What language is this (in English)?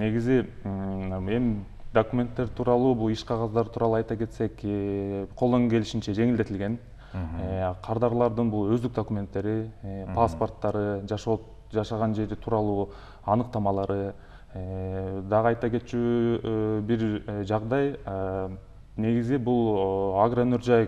Kyrgyz